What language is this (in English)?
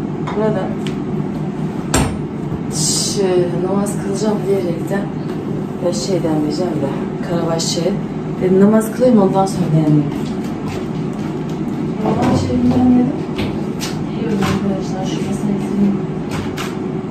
Turkish